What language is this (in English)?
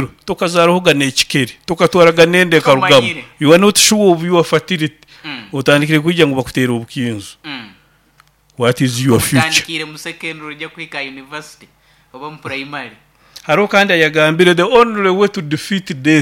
Nyoro